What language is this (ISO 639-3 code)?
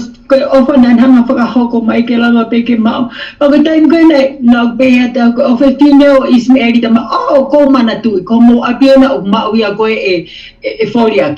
ton